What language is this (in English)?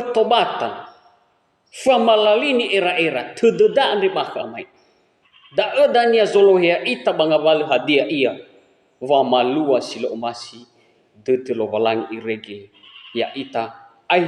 Nias